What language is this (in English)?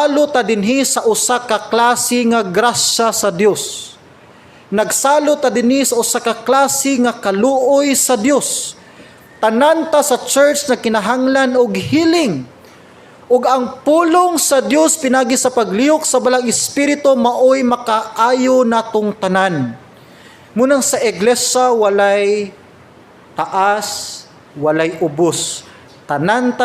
Cebuano